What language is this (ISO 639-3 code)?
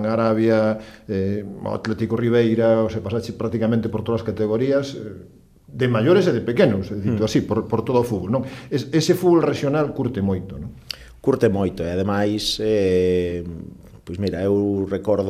glg